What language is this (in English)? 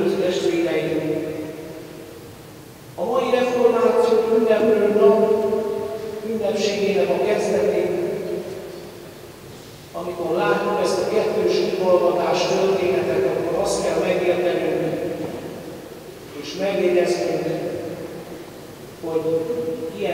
Hungarian